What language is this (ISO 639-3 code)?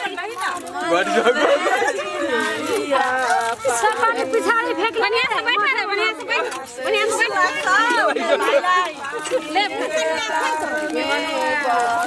bho